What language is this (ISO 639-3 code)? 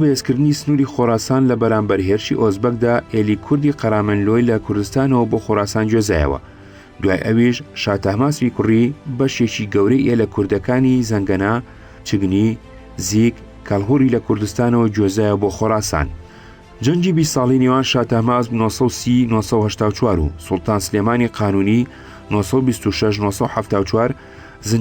ckb